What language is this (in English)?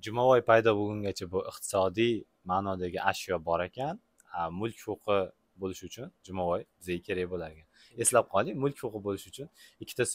Uzbek